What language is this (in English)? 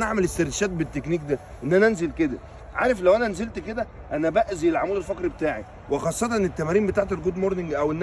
Egyptian Arabic